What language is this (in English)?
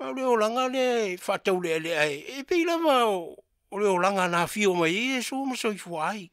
Samoan